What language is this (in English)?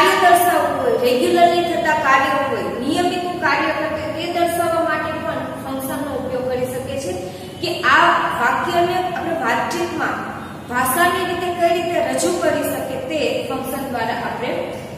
Gujarati